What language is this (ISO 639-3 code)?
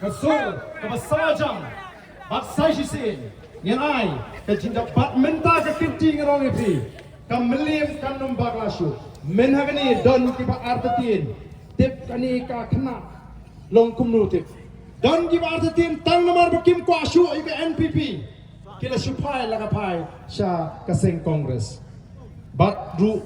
kha